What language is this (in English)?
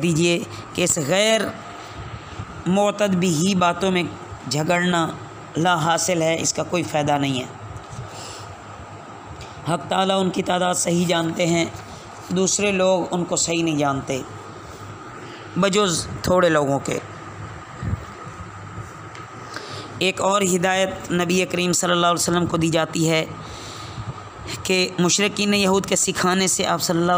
Urdu